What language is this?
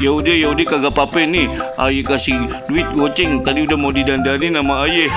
Betawi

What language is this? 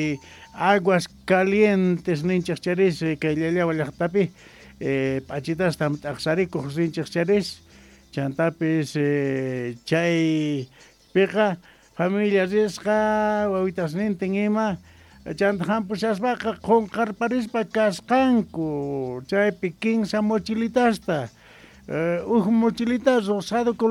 South Bolivian Quechua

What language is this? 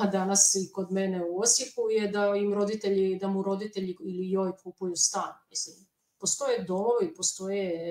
Croatian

